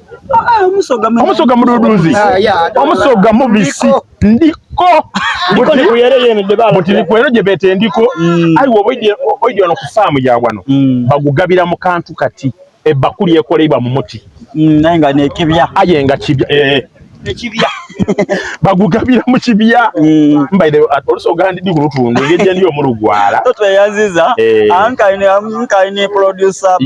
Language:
Soga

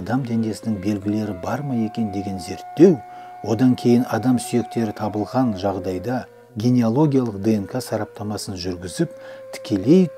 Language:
Kazakh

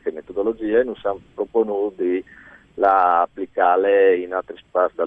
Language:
Friulian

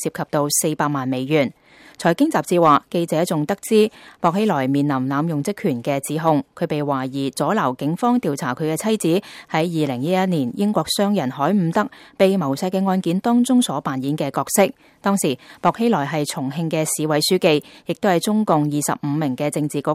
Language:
Cantonese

